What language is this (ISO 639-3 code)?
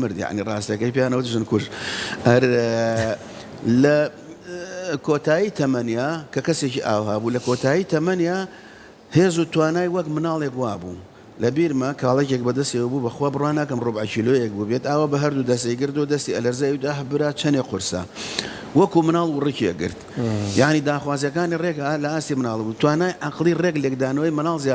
ckb